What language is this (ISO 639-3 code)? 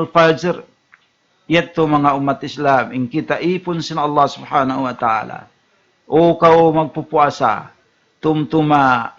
tsg